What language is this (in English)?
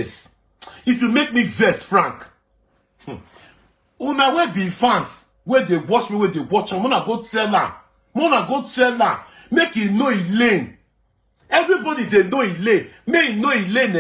Nigerian Pidgin